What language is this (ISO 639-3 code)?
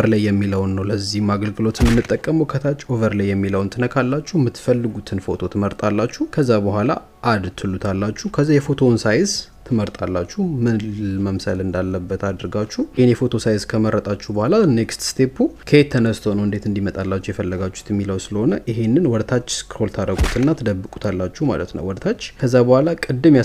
amh